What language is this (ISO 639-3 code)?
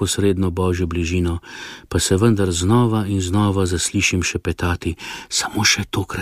slv